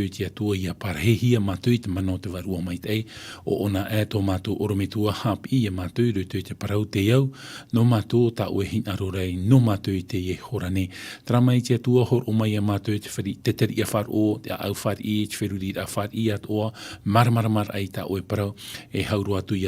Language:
Tahitian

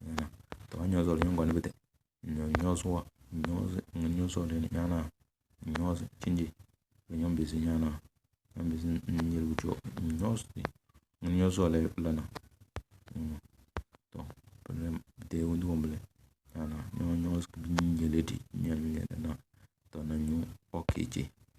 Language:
Tem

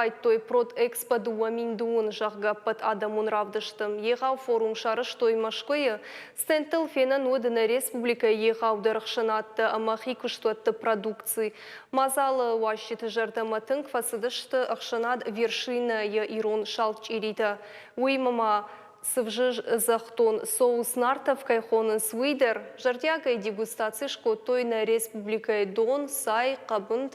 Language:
Ossetic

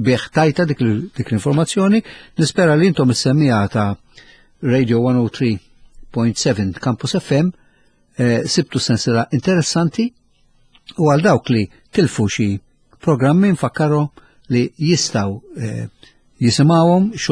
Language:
Maltese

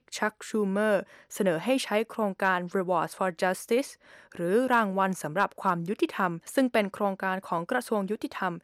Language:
Thai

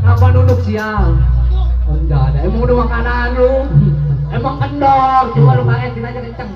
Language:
Betawi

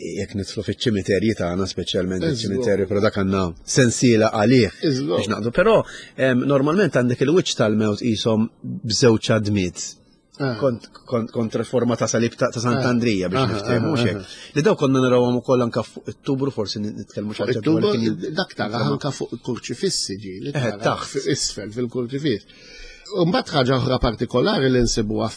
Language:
Maltese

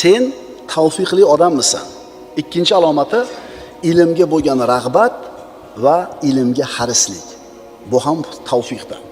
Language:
Uzbek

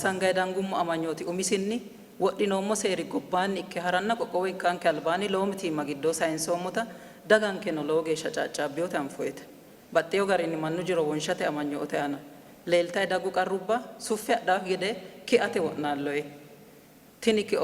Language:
Sidamo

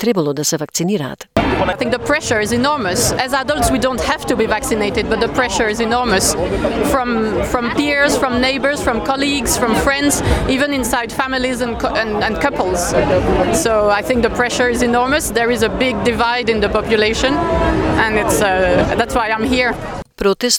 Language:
Macedonian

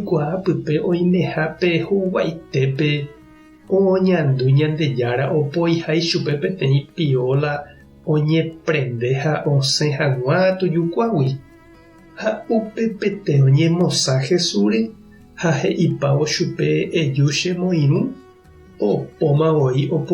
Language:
Guarani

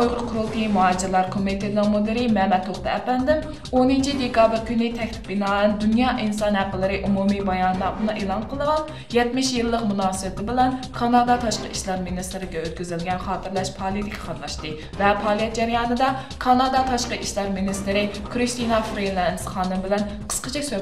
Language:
Uyghur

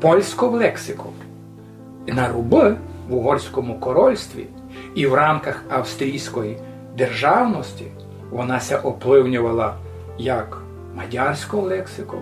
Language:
Rusyn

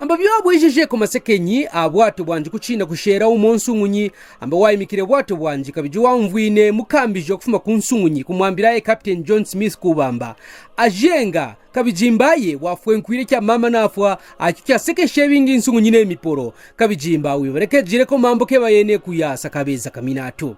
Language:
Kaonde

